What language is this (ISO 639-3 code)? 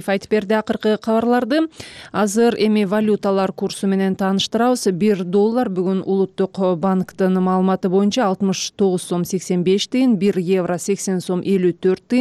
kir